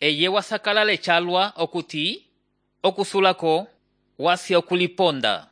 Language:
Umbundu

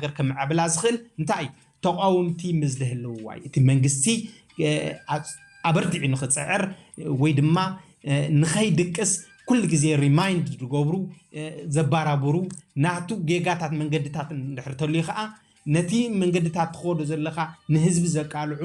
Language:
Tigrinya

